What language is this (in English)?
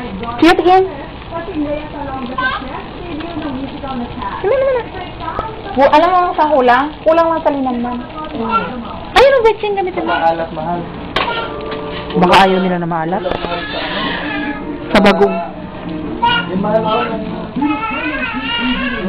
Filipino